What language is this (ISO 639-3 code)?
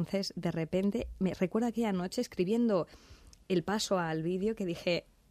spa